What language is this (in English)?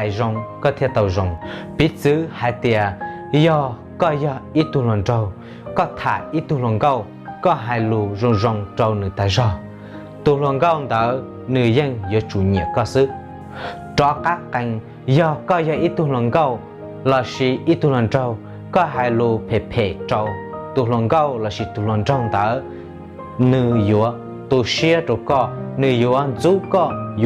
Hmong